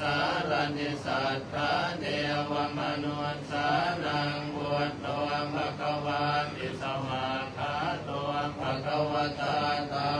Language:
Pali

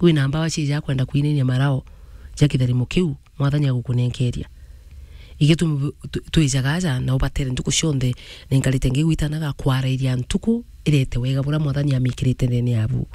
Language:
Meru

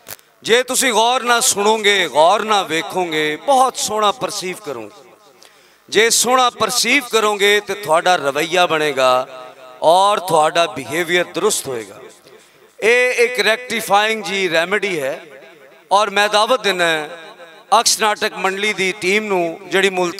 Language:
Western Panjabi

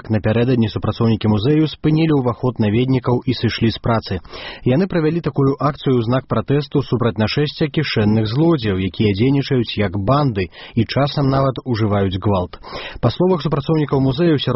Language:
Belarusian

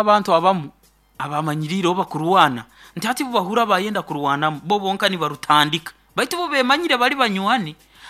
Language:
Nyoro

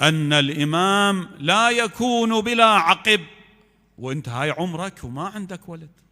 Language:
Mesopotamian Arabic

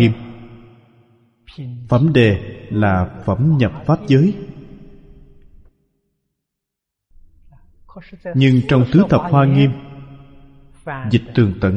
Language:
Vietnamese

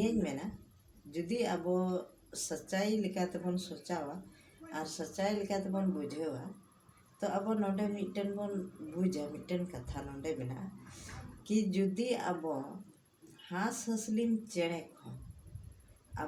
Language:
Santali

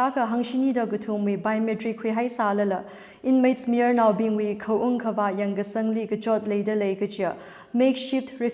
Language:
Tangkhul Naga (India)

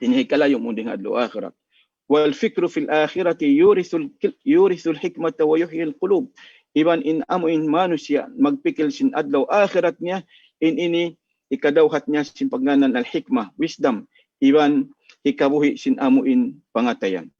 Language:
Tausug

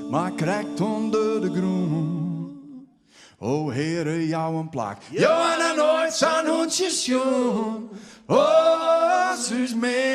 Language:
Western Frisian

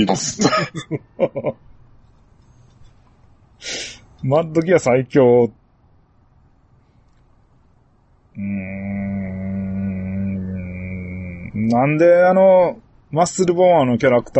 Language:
Japanese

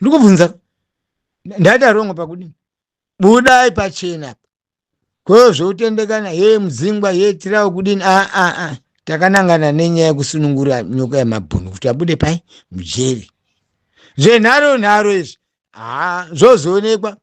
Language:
Shona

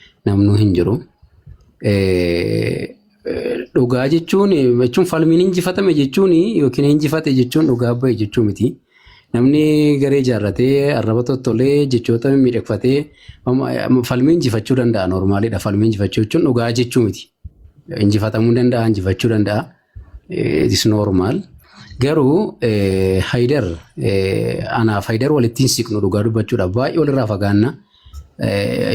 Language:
Oromo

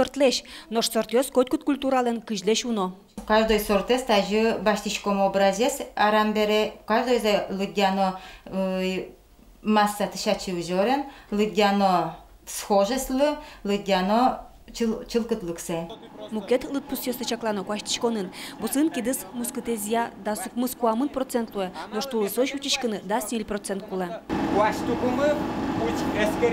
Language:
Udmurt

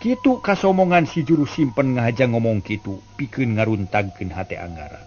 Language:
Sundanese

